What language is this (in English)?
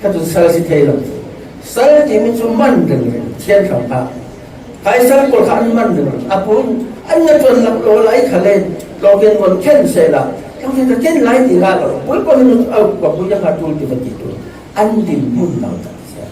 Falam Chin